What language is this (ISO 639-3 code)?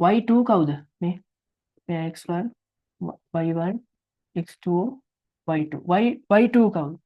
sin